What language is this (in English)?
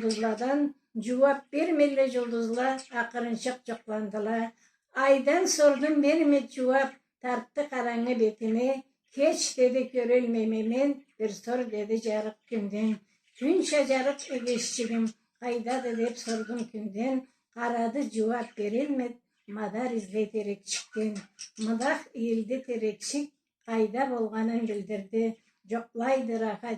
Karachay-Balkar